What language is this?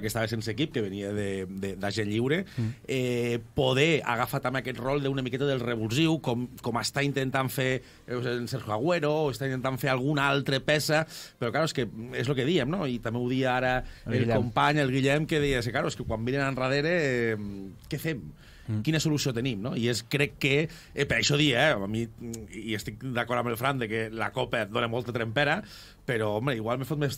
Catalan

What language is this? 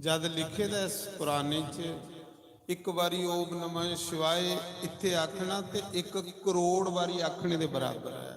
Dogri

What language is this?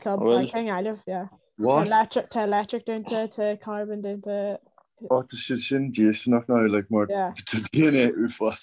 Irish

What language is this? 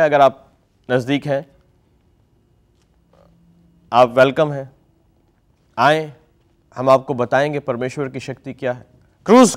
Urdu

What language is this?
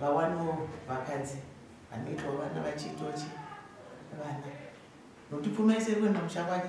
Shona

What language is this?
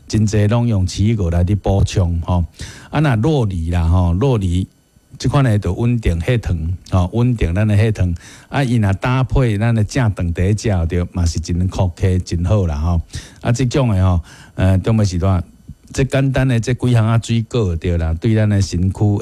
Min Nan Chinese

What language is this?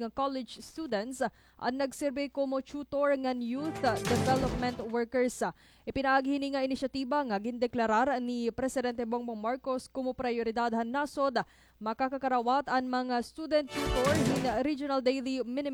Waray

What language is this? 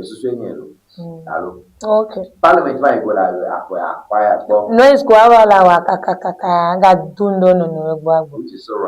Ewe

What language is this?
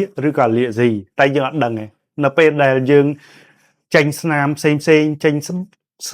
Khmer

